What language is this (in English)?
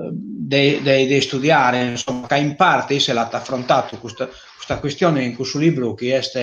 Sardinian